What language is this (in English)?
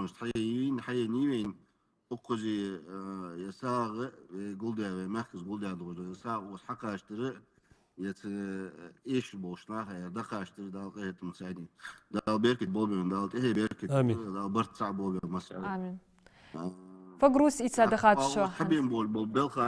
Ingush